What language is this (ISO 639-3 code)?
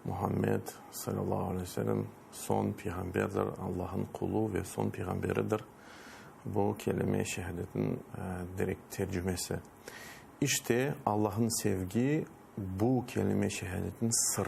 crh